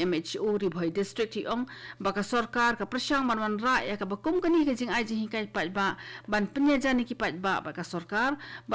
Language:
Khasi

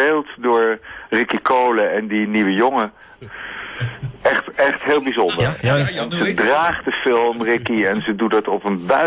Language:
Dutch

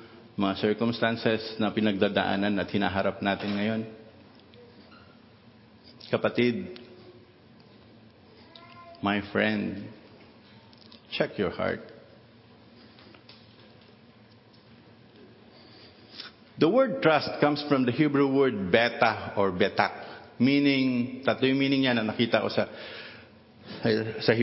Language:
Filipino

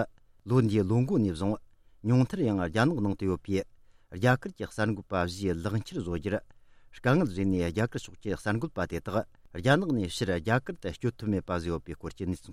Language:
Tibetan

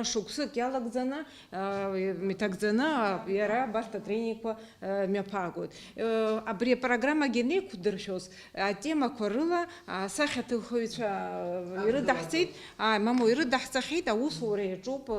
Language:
Abkhazian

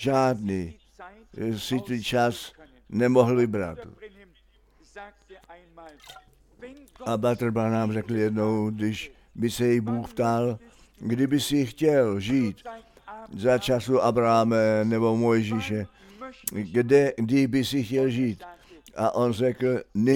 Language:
Czech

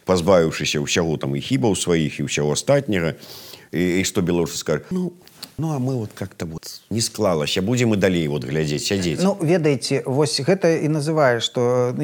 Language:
Belarusian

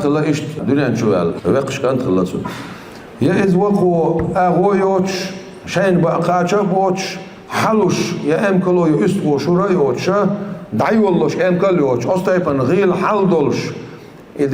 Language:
Chechen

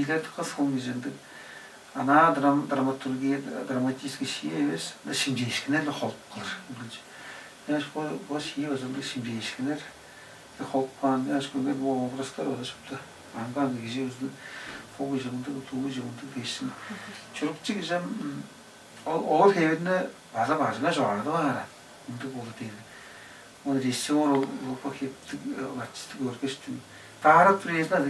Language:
Tuvinian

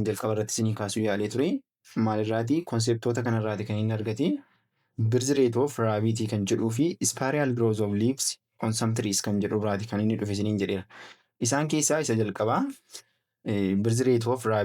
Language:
Oromo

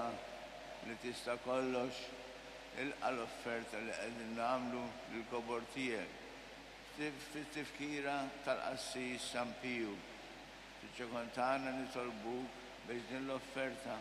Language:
Maltese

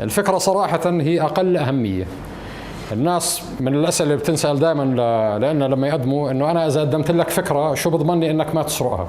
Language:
North Levantine Arabic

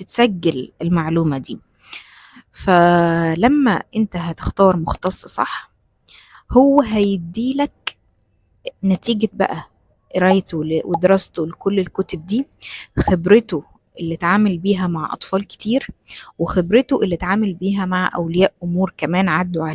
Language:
Egyptian Arabic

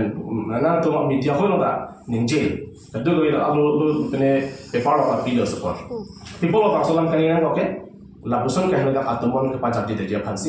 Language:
Karbi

